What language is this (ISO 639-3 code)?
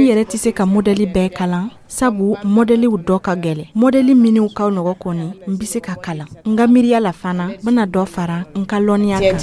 dyu